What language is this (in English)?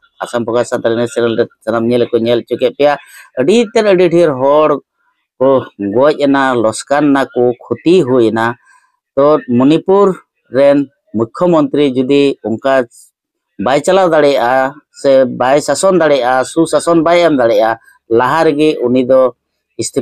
Santali